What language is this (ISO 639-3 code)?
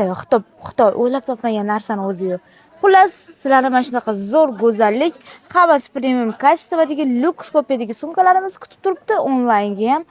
uzb